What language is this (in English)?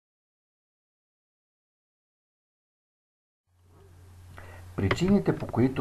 Bulgarian